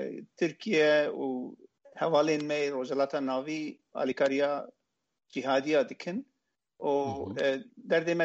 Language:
Kurdish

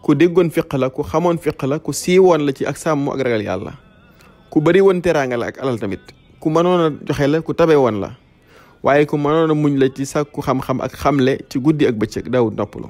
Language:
Wolof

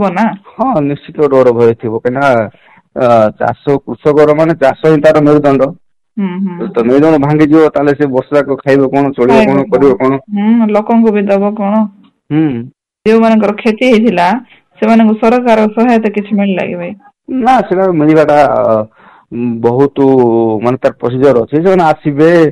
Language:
Odia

